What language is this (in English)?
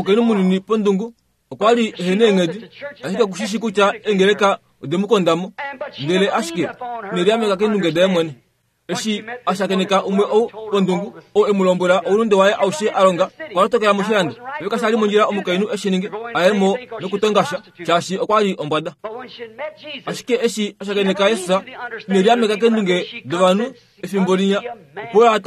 Kuanyama